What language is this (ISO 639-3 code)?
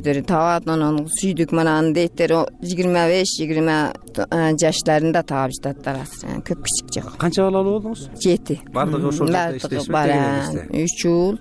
kir